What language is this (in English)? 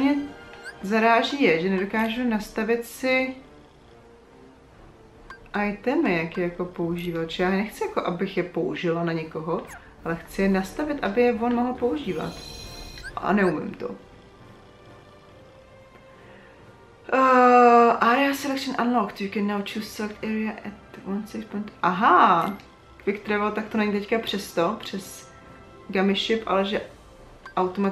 Czech